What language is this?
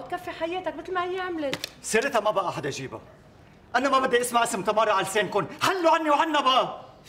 North Levantine Arabic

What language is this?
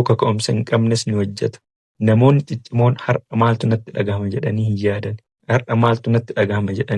Oromo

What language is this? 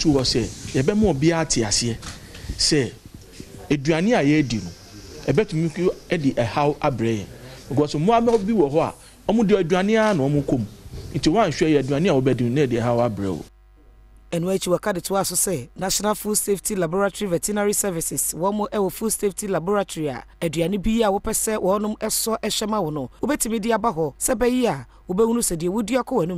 Akan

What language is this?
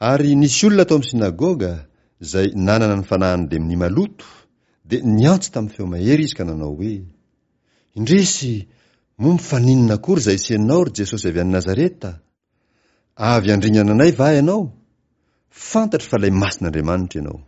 Malagasy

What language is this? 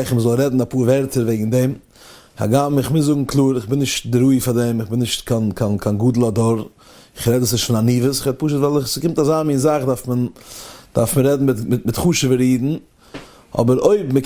Yiddish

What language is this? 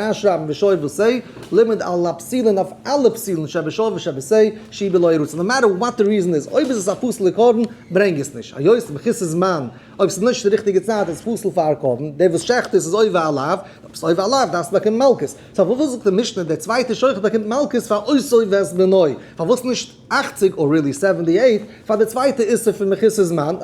Yiddish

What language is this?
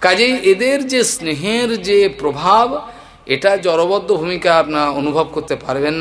Bangla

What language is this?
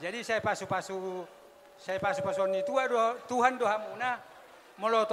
Batak Toba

